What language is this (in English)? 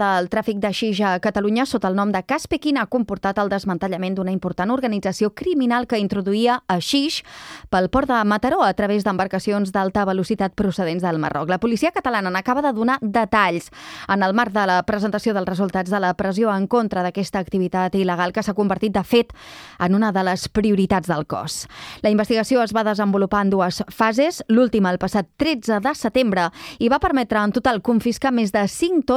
Catalan